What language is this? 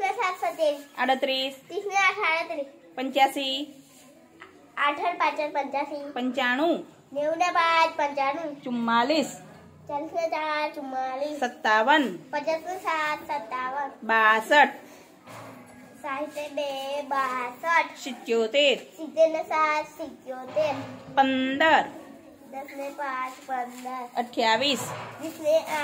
Gujarati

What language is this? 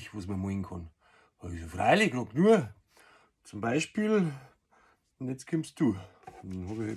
Bavarian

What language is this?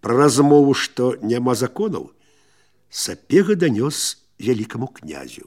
Belarusian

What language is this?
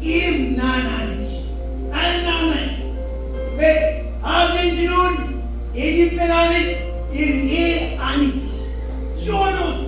Marshallese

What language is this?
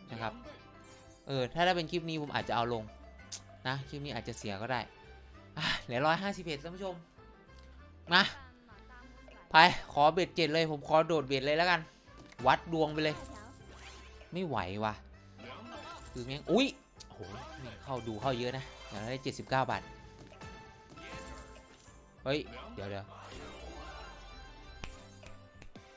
Thai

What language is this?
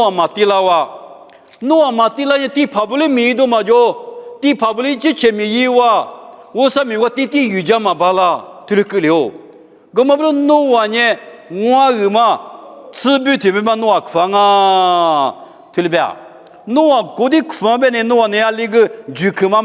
Lisu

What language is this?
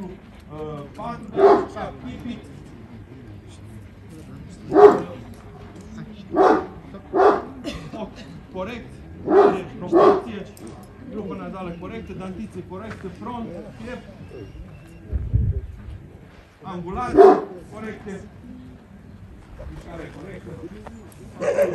Romanian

